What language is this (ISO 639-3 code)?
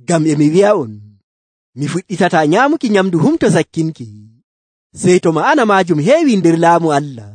fuv